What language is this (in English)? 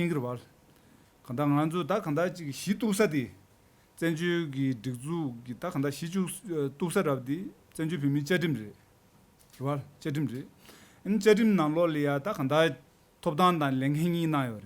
Tibetan